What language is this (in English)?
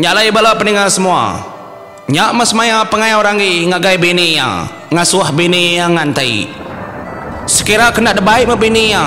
Iban